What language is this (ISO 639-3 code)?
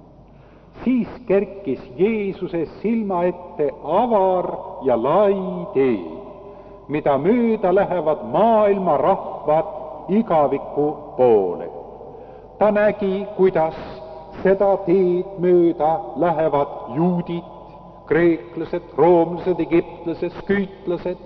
est